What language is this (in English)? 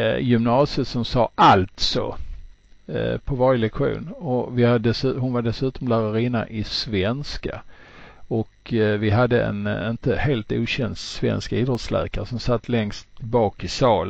Swedish